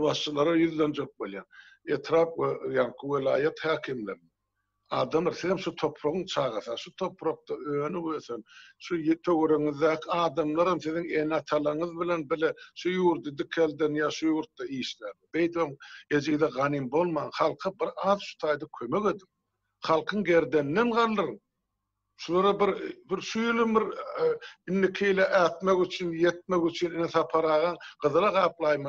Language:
Turkmen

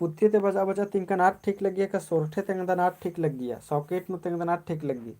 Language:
Kurukh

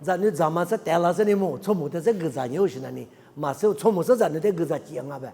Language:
Lisu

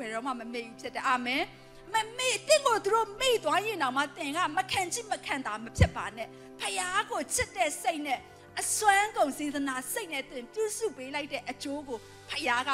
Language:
Burmese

